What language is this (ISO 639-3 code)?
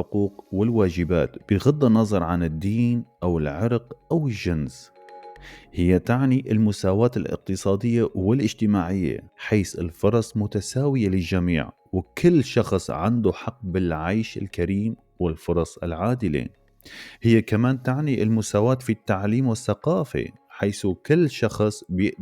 apc